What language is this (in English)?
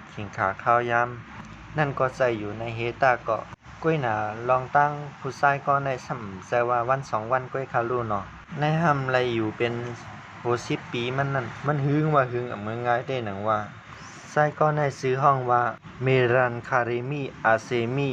Shan